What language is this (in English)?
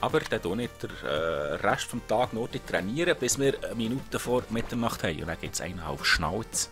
Swiss German